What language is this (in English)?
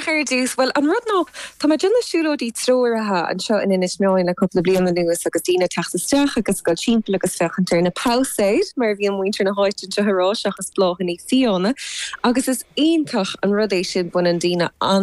Irish